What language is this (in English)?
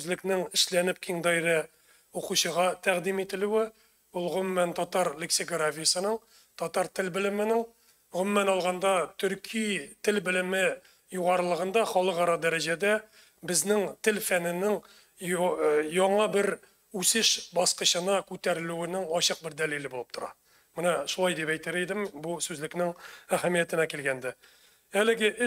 Tatar